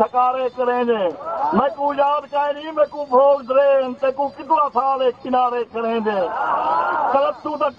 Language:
Saraiki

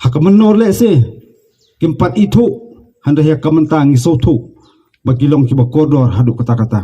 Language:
Khasi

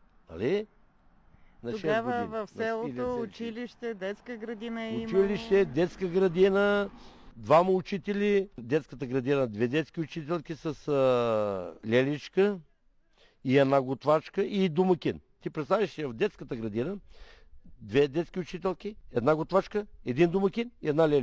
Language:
Bulgarian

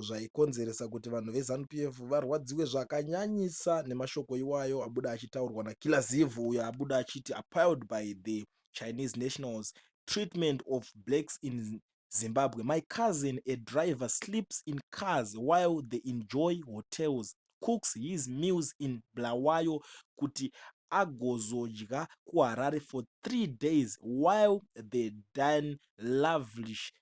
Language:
Shona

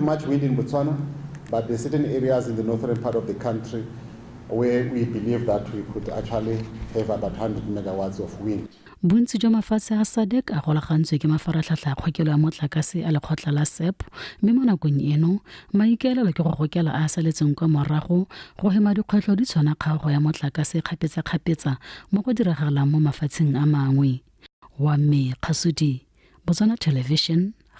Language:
Tswana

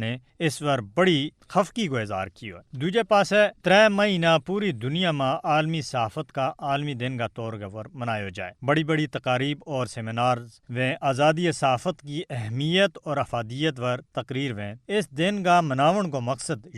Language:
Gujari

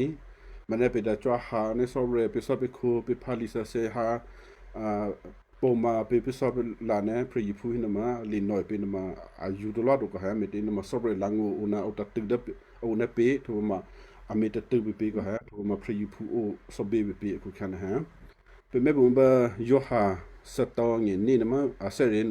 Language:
Western Kayah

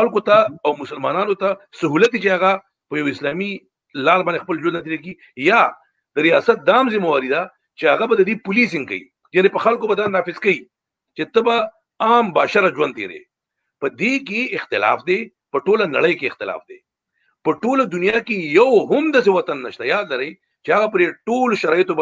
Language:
Pashto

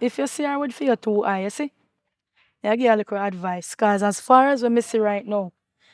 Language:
Jamaican Creole English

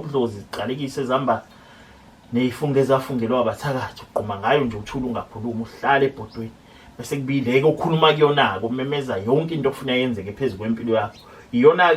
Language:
Zulu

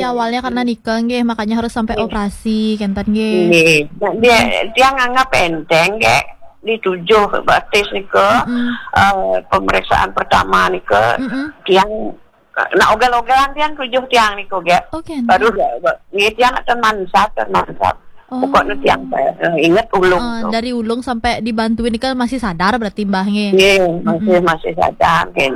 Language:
Balinese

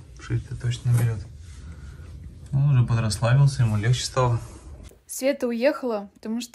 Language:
Russian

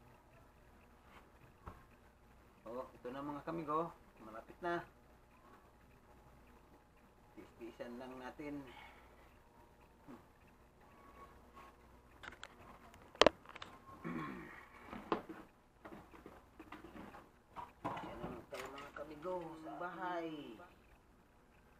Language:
Filipino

